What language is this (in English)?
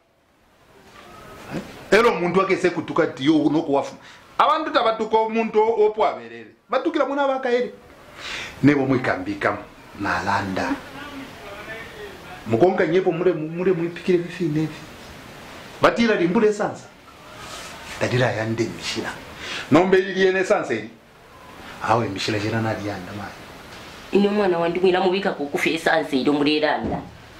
Bemba